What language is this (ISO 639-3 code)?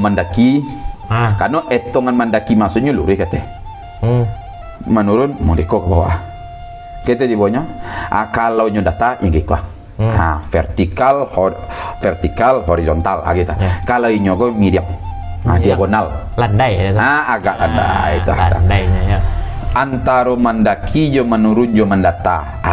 min